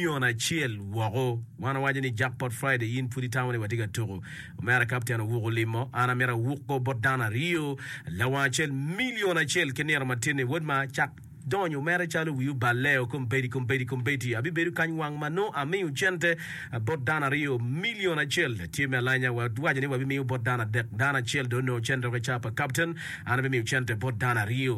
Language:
Acoli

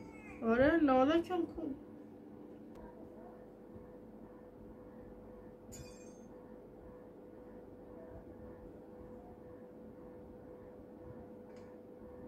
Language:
Persian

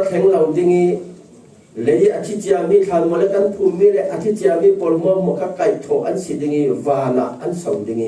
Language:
Falam Chin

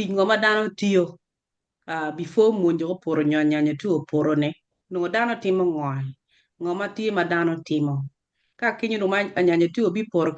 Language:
Acoli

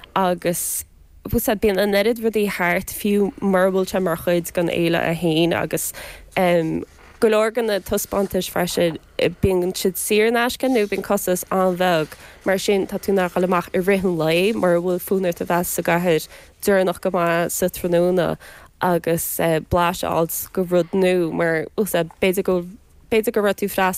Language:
Irish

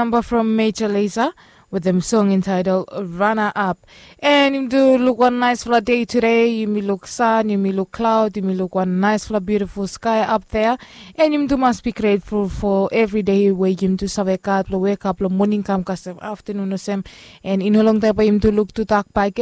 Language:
Bislama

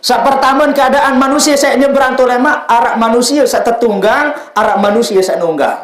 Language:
Sasak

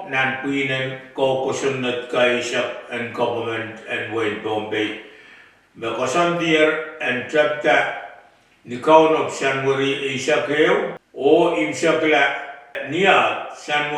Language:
Pohnpeian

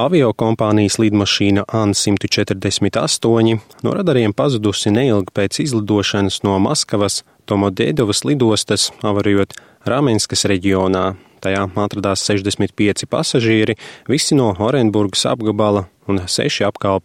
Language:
Latvian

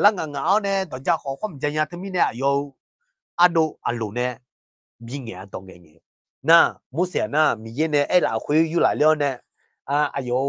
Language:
Akha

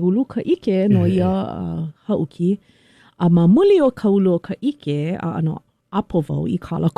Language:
Hawaiian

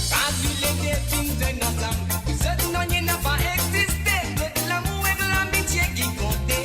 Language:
Morisyen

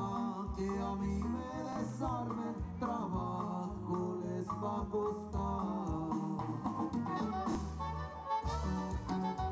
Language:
Spanish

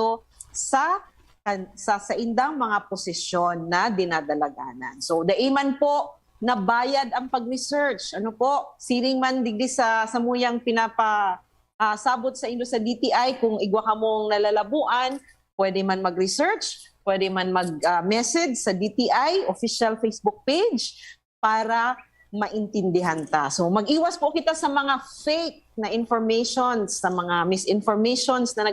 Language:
Bikol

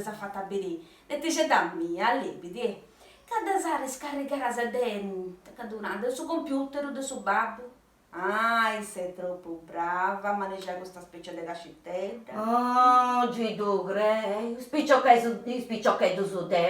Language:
Sardinian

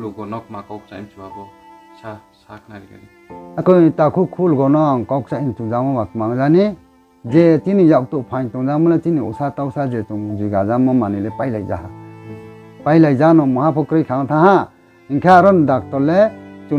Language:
Riang (India)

